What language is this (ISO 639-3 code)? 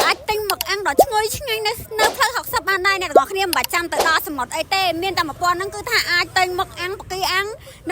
khm